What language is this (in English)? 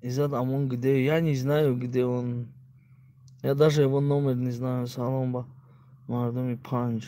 Tajik